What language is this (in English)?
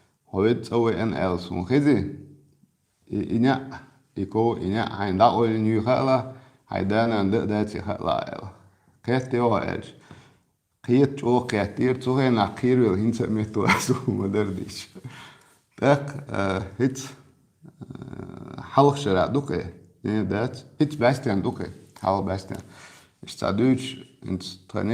Chechen